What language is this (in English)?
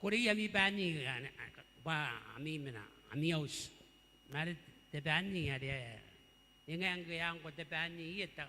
Gilbertese